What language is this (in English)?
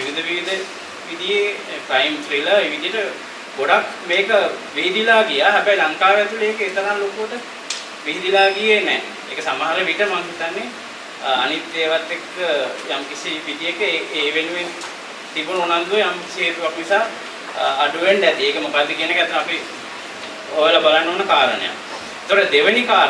Sinhala